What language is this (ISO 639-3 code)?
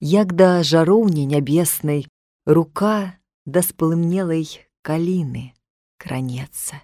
bel